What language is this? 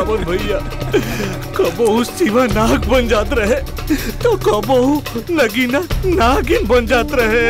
Bhojpuri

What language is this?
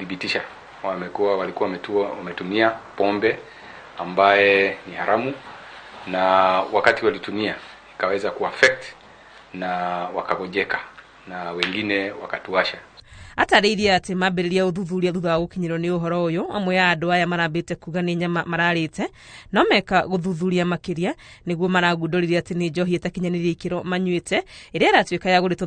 Kikuyu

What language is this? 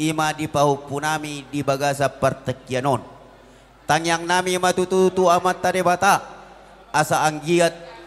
Batak Toba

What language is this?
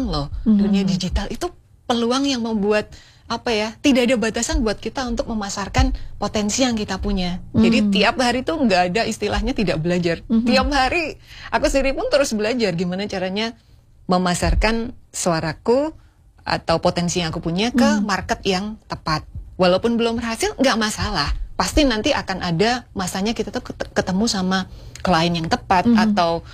Indonesian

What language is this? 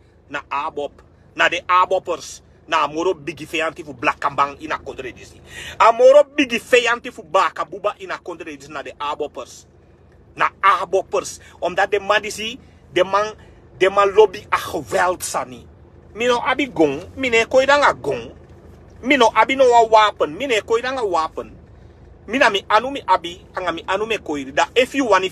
Sranan Tongo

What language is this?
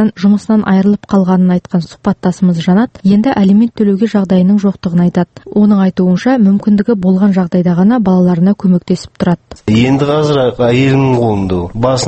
Kazakh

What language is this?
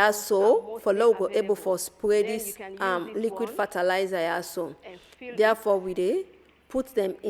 Nigerian Pidgin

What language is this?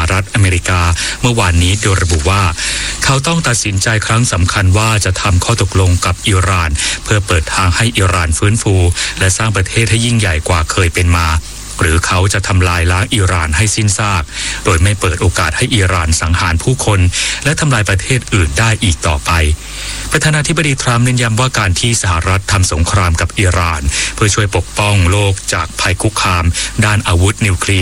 Thai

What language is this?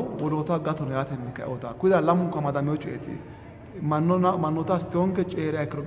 Sidamo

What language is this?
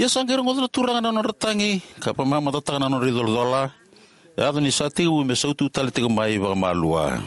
Fijian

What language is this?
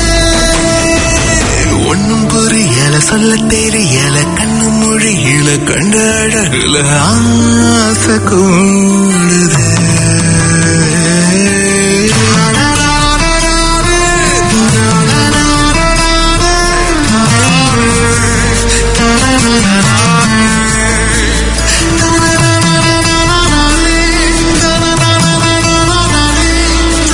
Tamil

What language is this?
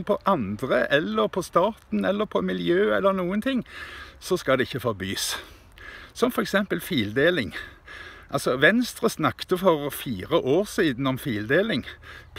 Norwegian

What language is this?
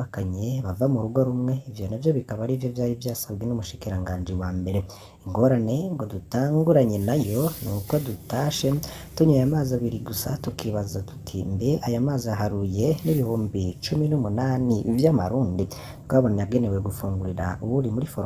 Rundi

